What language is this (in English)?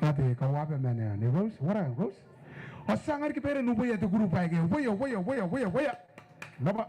Gilbertese